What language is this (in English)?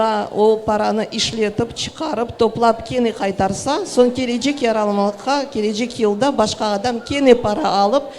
Crimean Tatar